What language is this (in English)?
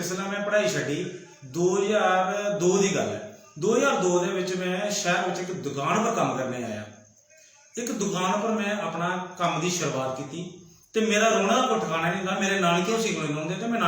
Dogri